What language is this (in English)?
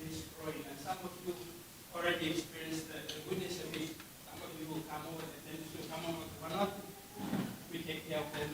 Samoan